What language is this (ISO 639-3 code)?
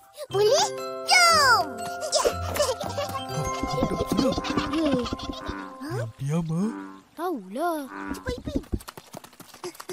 msa